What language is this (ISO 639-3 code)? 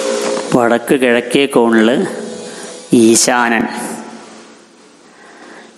mal